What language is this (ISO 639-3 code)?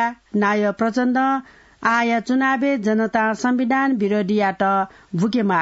new